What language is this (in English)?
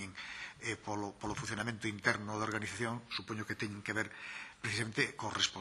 Galician